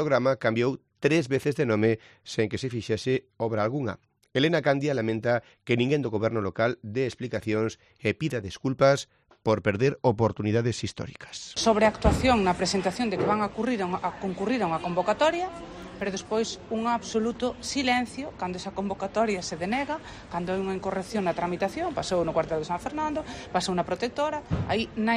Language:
Galician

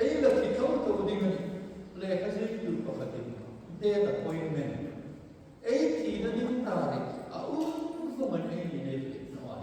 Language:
Hmar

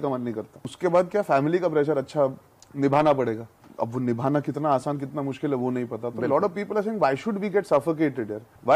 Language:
Urdu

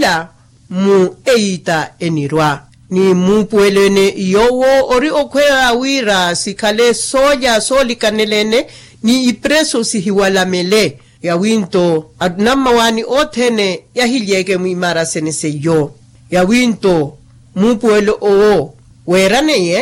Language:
Makhuwa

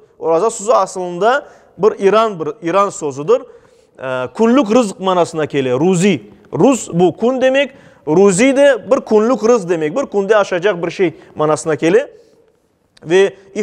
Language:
Crimean Tatar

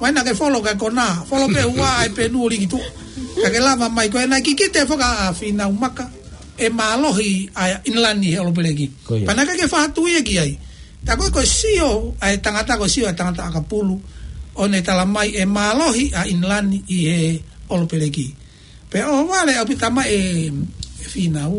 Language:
Tongan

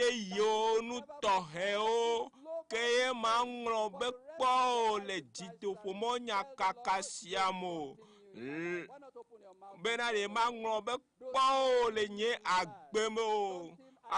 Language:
Ewe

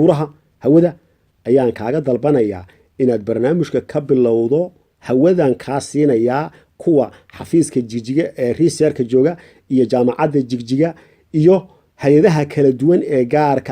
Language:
Somali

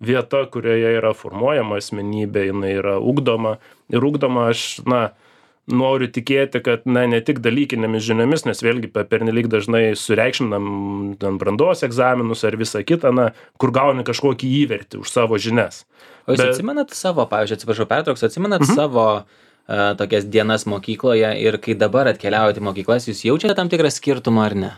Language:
Lithuanian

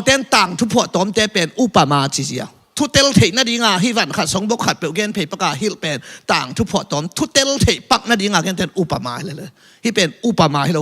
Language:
Tedim Chin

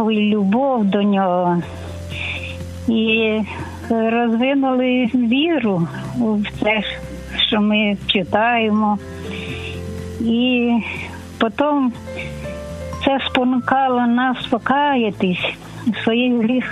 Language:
Ukrainian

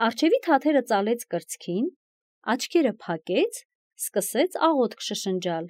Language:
Armenian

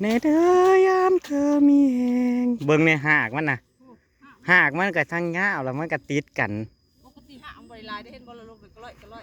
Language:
Northeastern Thai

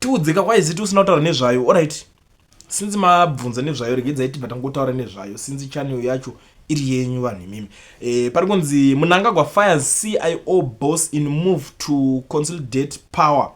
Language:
Shona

